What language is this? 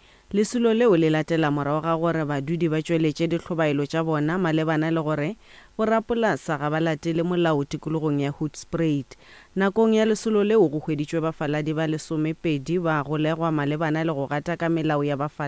Northern Sotho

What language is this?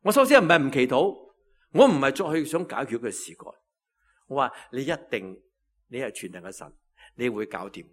Cantonese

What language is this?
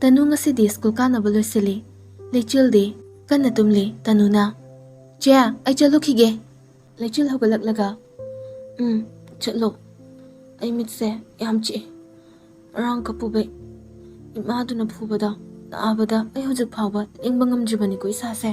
Manipuri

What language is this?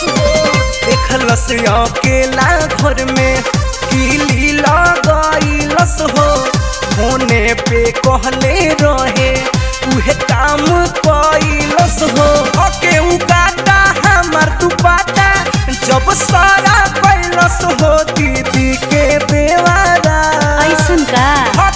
Bhojpuri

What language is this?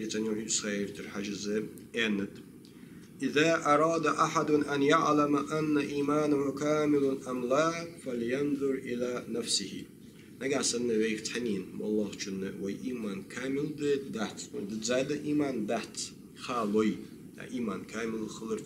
Ingush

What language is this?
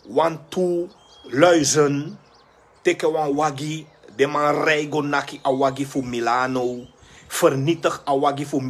Sranan Tongo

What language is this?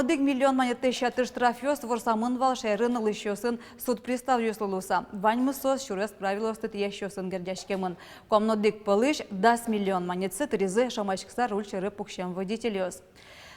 Udmurt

